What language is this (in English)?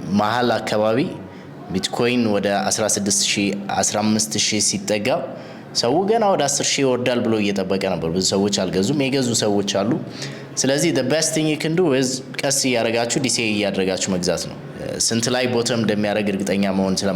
Amharic